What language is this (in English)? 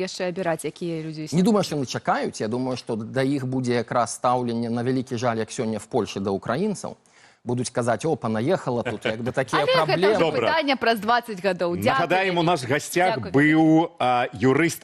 Belarusian